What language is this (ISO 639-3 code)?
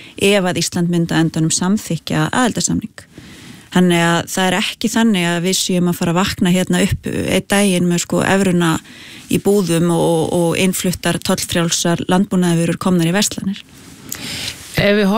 isl